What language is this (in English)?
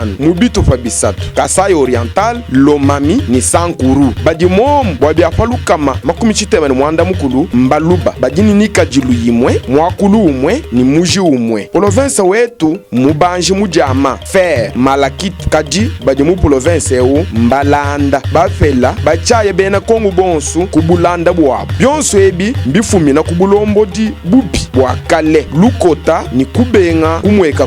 Luba-Lulua